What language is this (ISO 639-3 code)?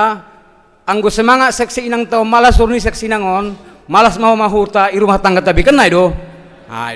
bts